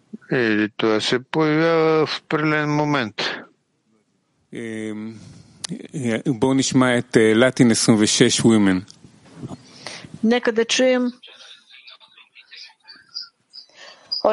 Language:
Bulgarian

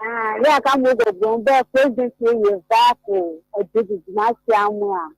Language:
Ewe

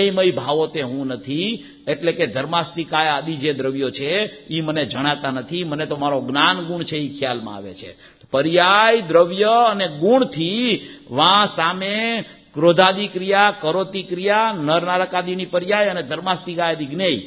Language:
Gujarati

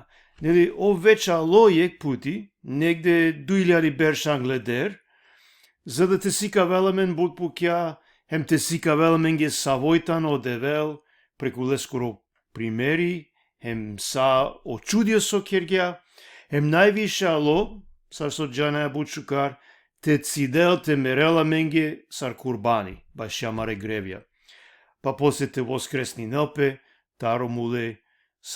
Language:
Balkan Romani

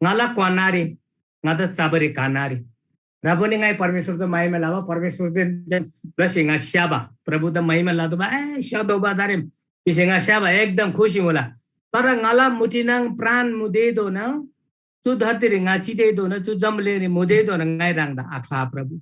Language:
Eastern Tamang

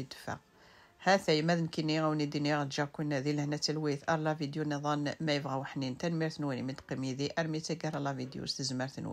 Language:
Kabyle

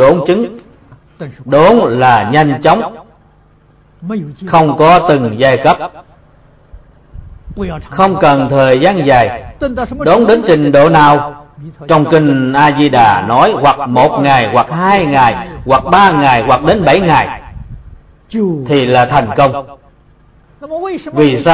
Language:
Vietnamese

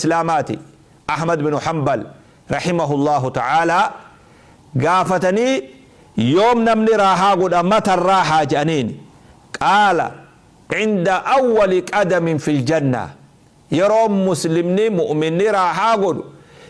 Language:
Oromo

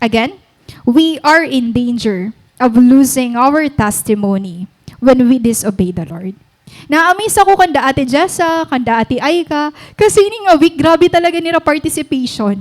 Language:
Waray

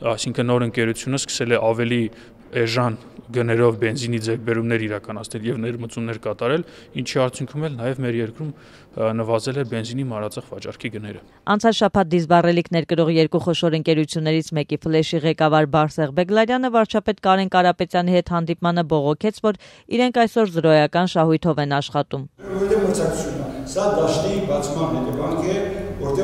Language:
Armenian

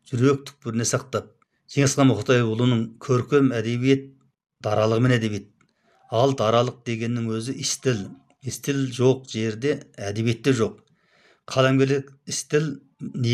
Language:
Kazakh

